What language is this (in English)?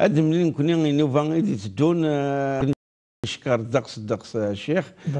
Kabyle